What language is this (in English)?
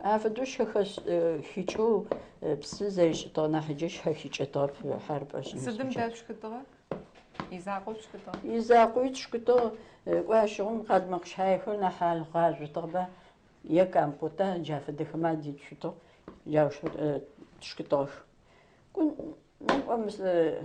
Adyghe